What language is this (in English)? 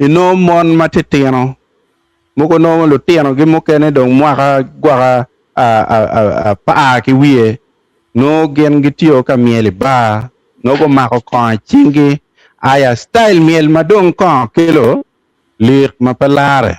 Acoli